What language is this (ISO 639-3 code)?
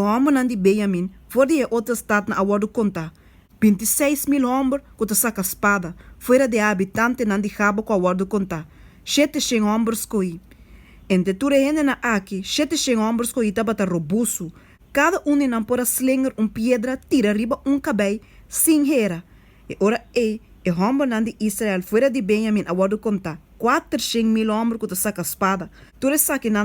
pap